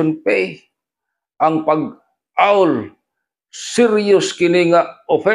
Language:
Cebuano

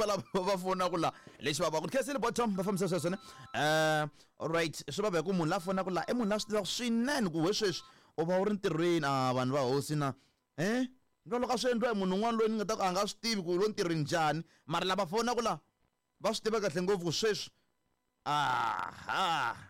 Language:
Tsonga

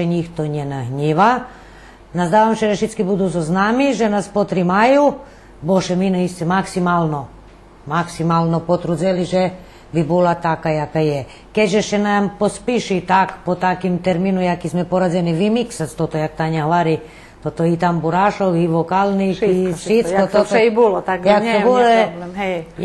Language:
Rusyn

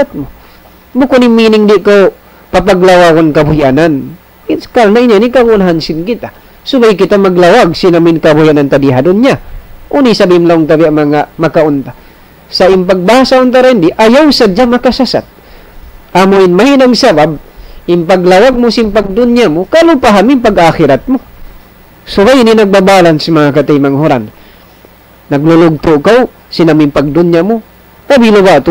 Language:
Tausug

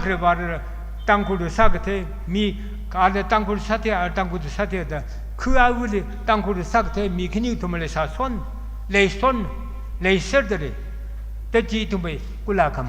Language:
Tangkhul Naga (India)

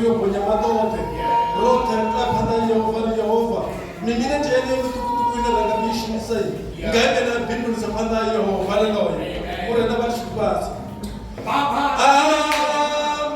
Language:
Venda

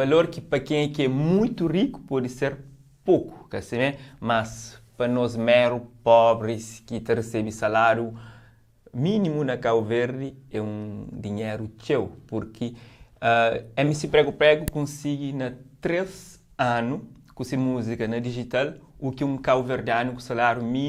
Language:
Kabuverdianu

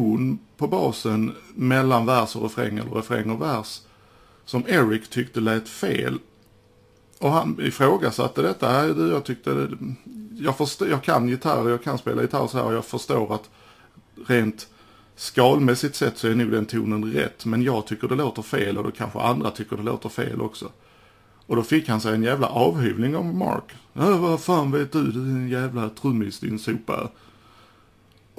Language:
Swedish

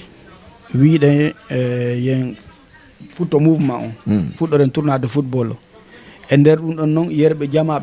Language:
Fula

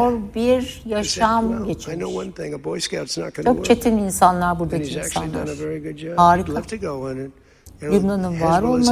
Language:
Turkish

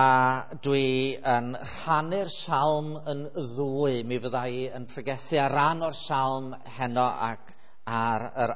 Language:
Welsh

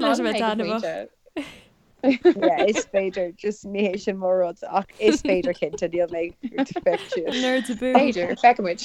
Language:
Irish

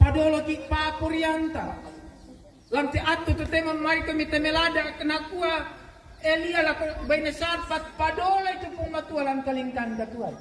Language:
Toraja-Sa'dan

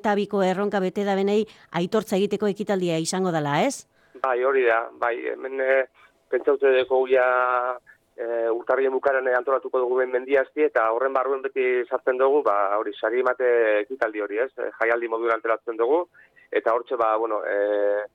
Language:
Basque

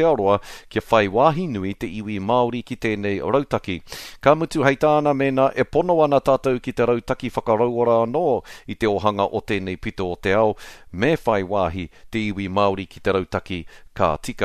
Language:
Māori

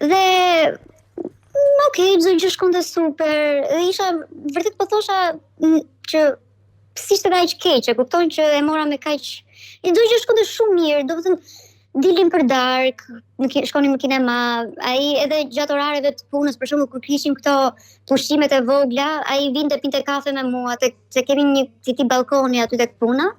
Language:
Albanian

